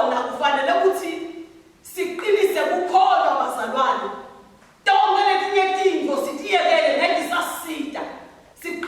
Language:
Swati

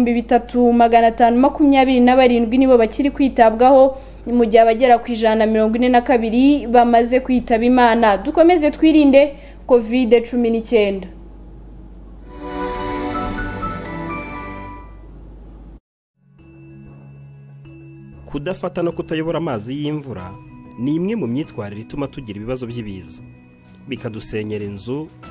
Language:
Kinyarwanda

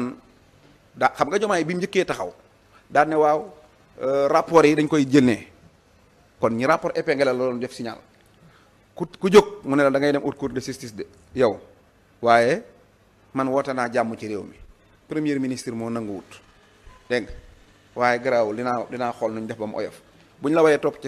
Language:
Wolof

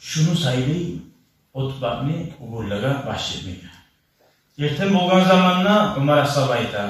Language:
Kumyk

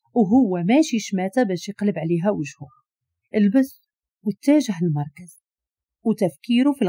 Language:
Moroccan Arabic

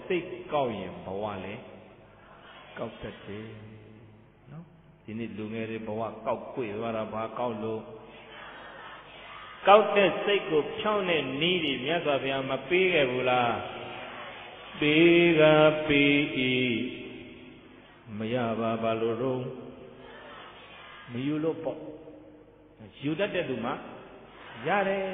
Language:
Burmese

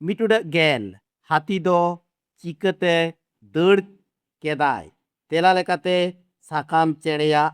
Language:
Santali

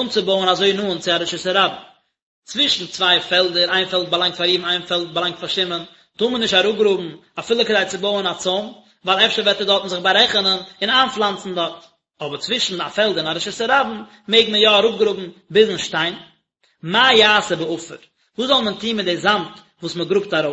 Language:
Yiddish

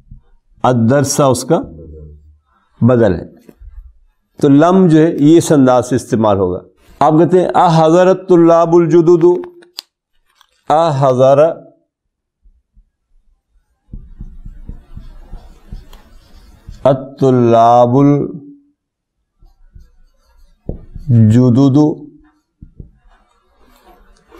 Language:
Urdu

